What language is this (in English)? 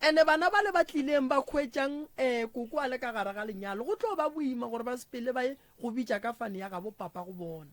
Northern Sotho